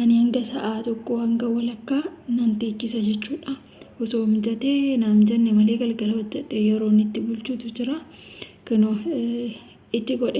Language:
Oromo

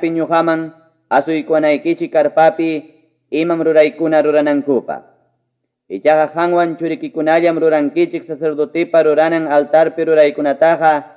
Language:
Ayacucho Quechua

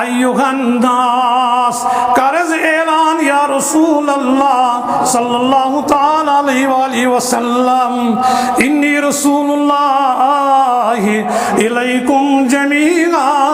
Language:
Kashmiri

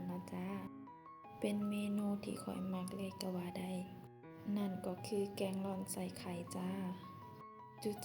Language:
Lao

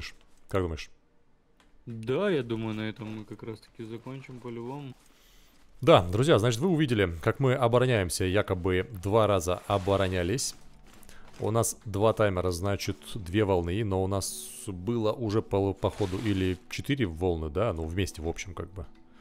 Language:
Russian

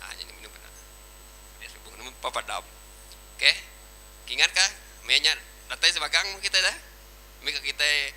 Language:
Iban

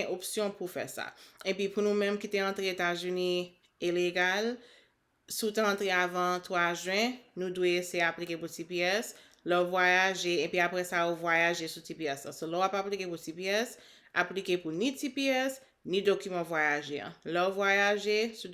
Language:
Haitian Creole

